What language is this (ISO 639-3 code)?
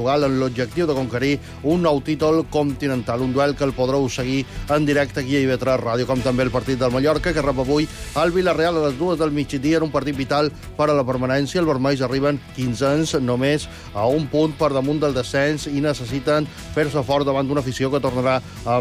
cat